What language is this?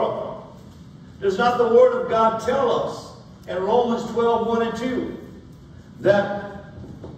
English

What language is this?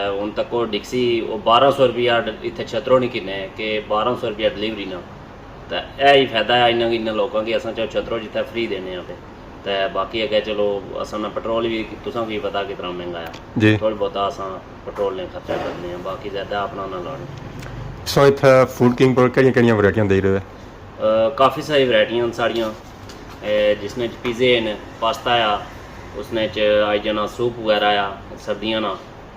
Pahari-Potwari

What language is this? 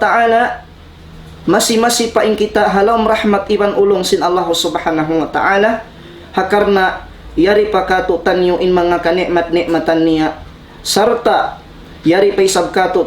Tausug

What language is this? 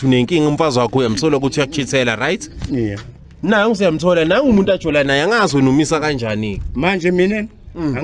Zulu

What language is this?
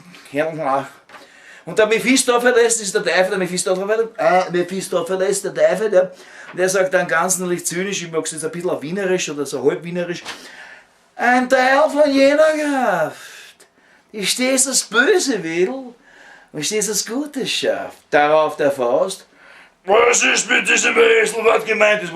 Bavarian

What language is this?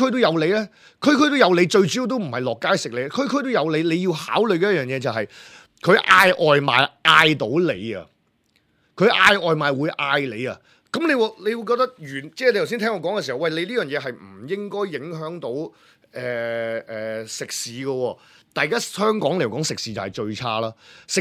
Cantonese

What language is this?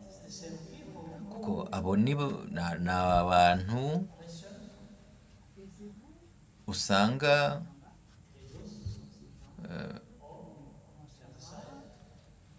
Kinyarwanda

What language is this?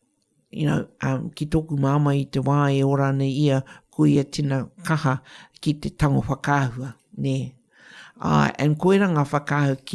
Māori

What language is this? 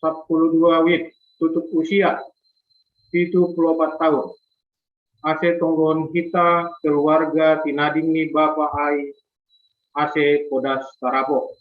Batak Simalungun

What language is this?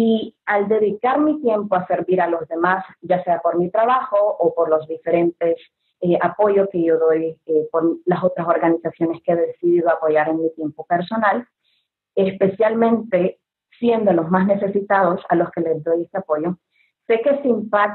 Spanish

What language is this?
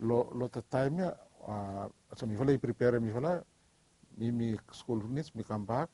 Bislama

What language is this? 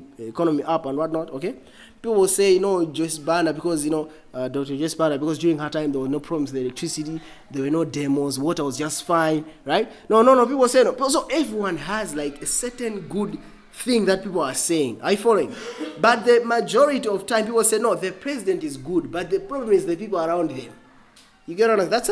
English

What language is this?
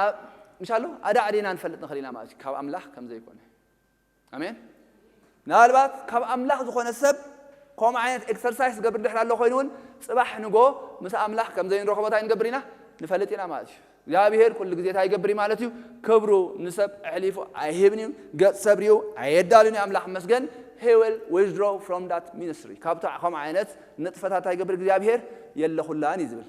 Tigrinya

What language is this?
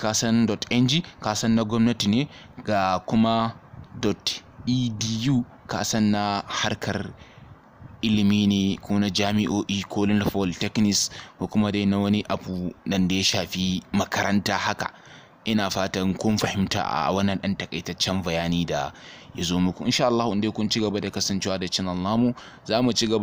Hausa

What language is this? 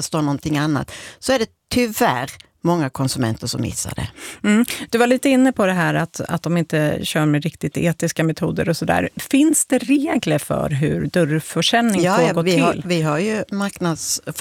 Swedish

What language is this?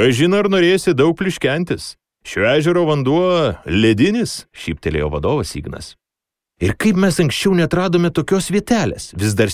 Lithuanian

